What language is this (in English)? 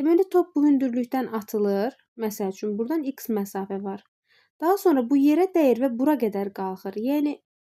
Azerbaijani